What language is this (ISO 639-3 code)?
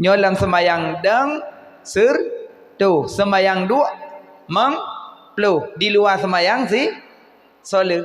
ace